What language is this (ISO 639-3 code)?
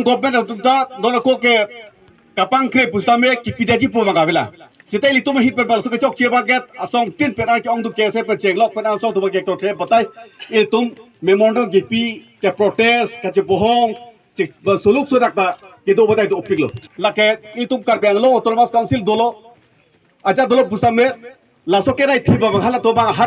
mjw